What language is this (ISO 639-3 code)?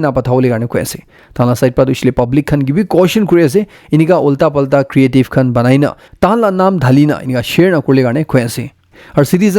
nag